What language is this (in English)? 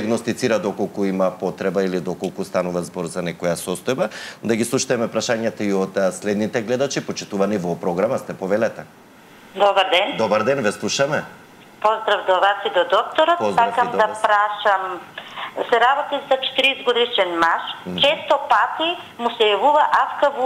Macedonian